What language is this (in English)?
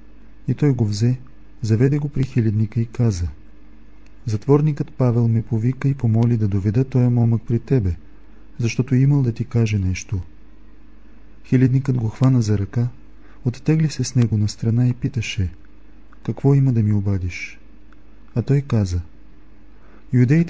Bulgarian